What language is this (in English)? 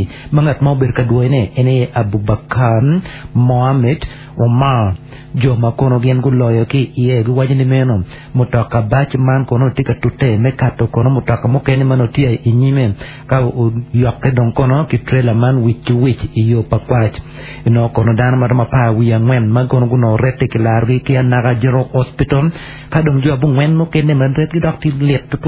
Acoli